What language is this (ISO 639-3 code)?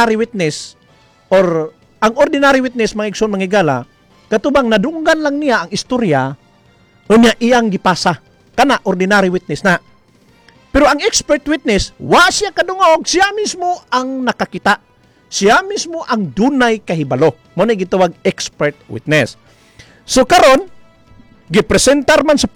ceb